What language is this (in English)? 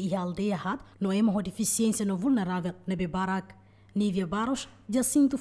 Tetum